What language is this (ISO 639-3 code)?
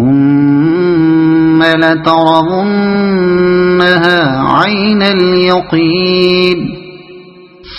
ara